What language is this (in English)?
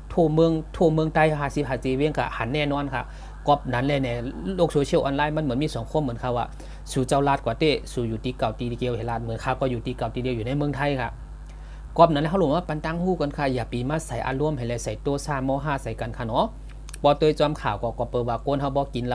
Shan